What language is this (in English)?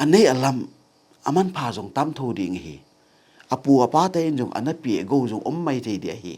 Tedim Chin